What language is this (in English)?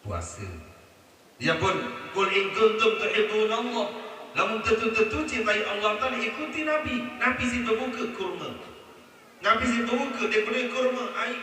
Sasak